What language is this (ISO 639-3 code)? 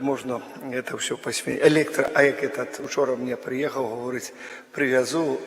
bel